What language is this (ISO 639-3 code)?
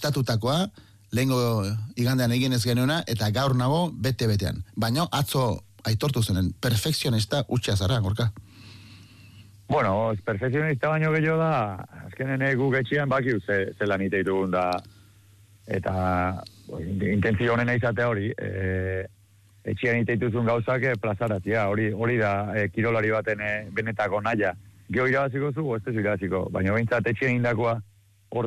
eus